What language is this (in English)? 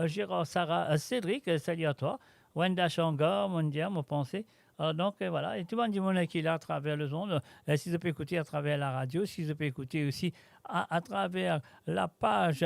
Morisyen